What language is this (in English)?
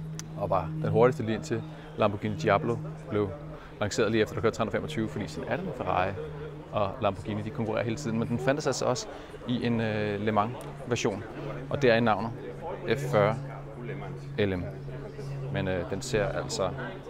Danish